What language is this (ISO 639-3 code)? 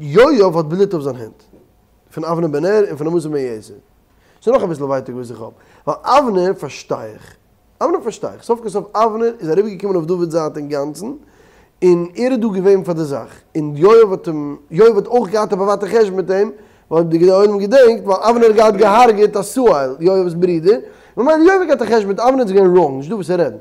yid